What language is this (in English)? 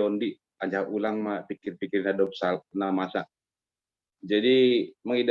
Batak Simalungun